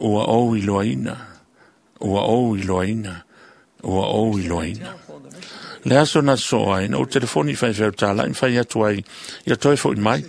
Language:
Samoan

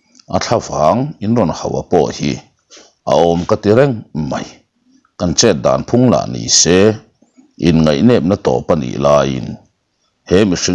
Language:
Mizo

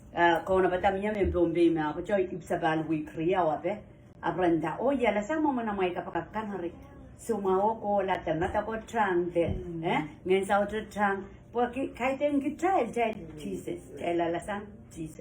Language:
Pohnpeian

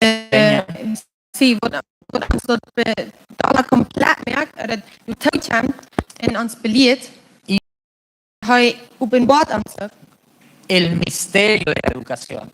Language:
Plautdietsch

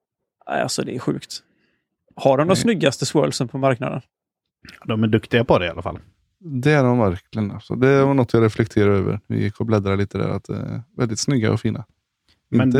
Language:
Swedish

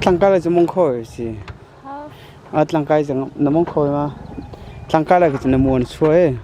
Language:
Hakha Chin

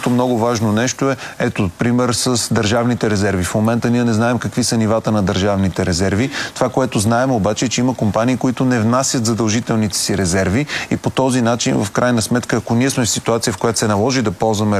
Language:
Bulgarian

